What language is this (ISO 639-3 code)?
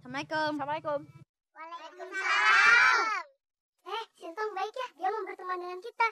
bew